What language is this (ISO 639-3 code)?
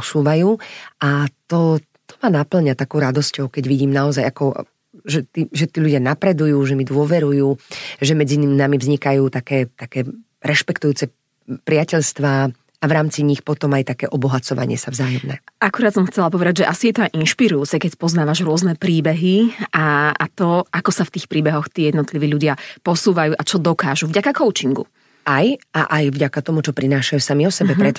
slk